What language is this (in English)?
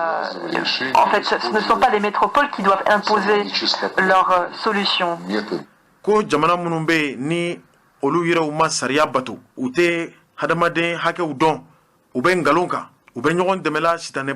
Bambara